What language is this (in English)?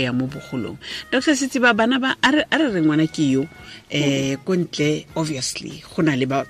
Tswana